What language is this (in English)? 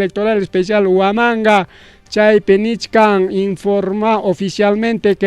Ayacucho Quechua